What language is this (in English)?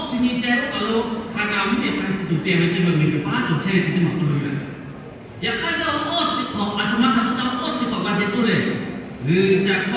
Lahu